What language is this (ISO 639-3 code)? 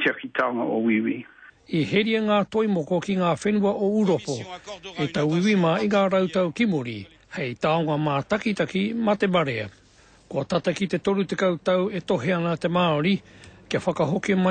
mri